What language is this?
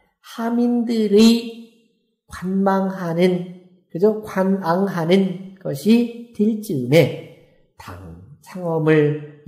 Korean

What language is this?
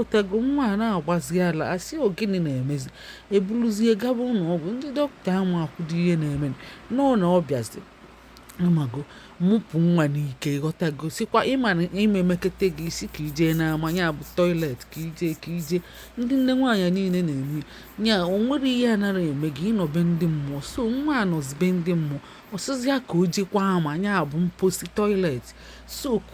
Igbo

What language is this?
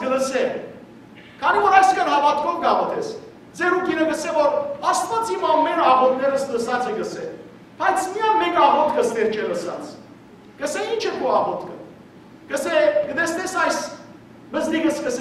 Western Armenian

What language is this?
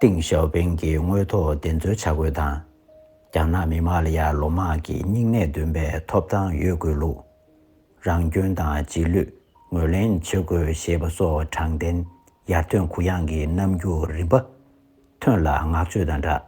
Tibetan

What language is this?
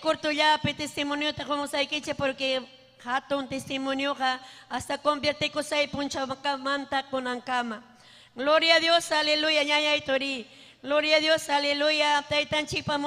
Ayacucho Quechua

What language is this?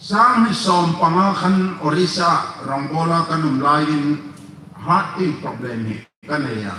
Hmar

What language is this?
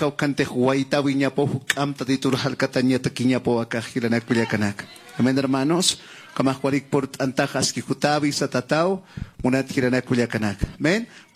Aymara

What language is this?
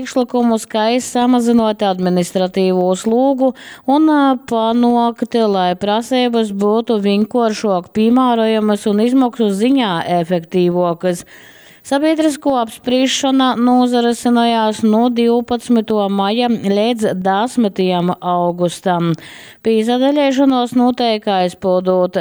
Latgalian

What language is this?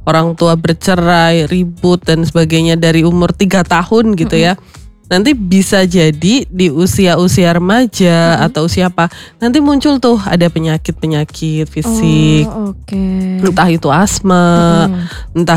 Indonesian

